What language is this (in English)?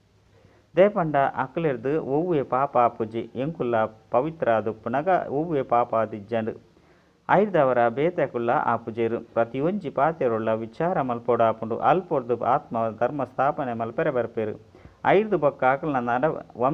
Tulu